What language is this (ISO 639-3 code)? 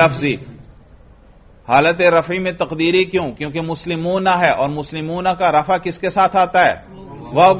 urd